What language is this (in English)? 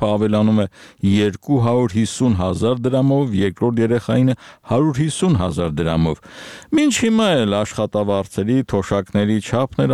Armenian